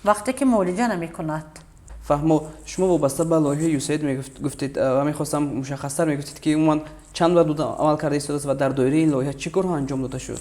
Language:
Tajik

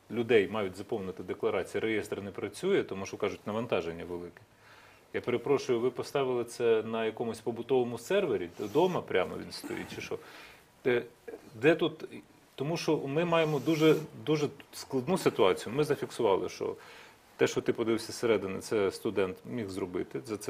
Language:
Ukrainian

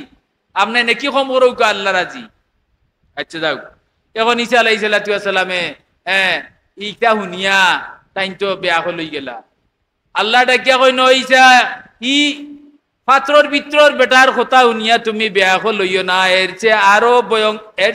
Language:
Sylheti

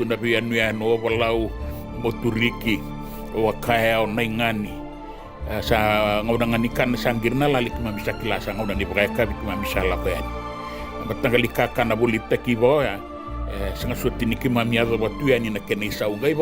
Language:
Fijian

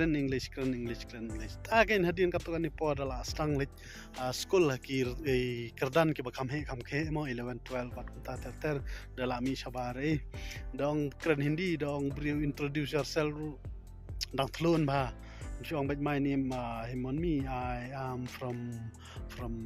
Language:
Khasi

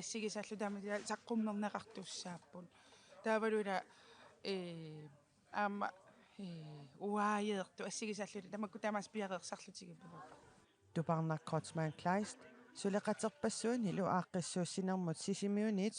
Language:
Kalaallisut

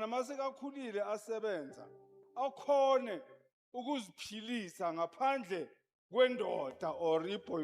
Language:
Zulu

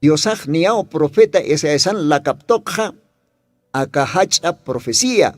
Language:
Aymara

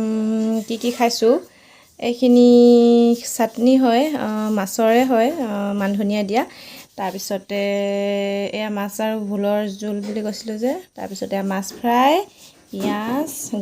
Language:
Assamese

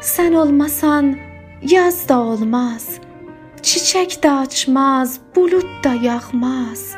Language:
South Azerbaijani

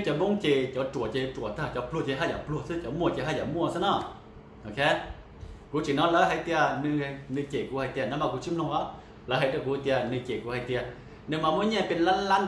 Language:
Hmong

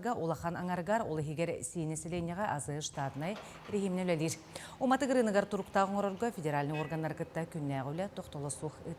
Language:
Yakut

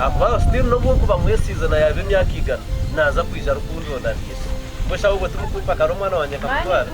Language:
Nyankole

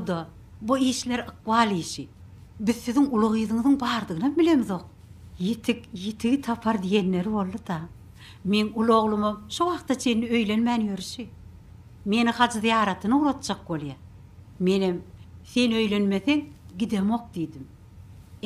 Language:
Turkmen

